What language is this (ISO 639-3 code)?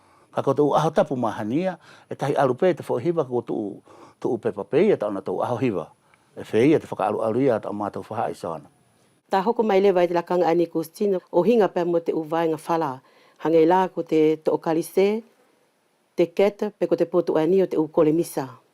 wls